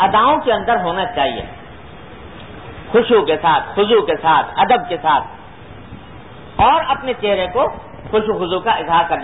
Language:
Urdu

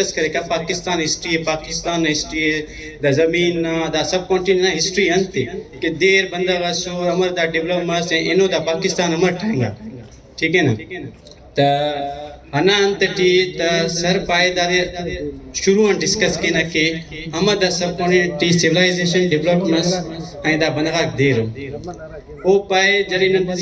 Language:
Brahui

